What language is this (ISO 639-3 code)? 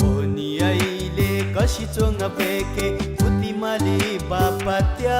new